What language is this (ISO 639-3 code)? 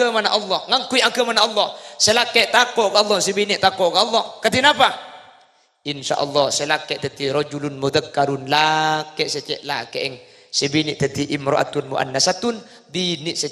mad